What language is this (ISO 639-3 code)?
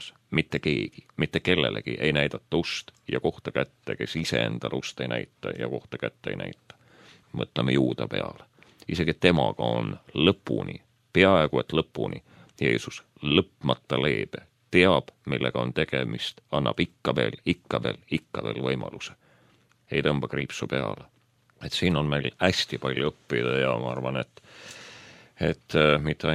est